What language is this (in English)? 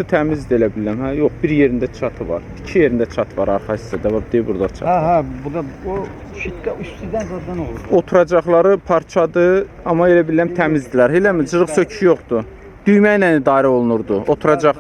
Azerbaijani